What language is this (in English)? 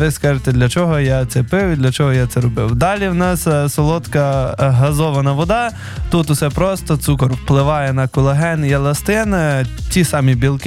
Ukrainian